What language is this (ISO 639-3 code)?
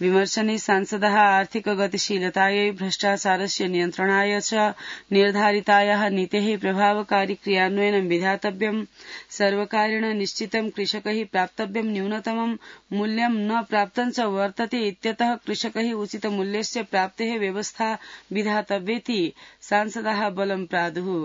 san